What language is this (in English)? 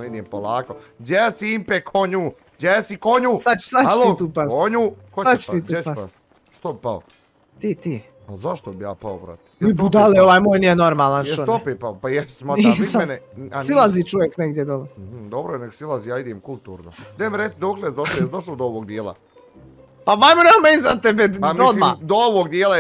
Bosnian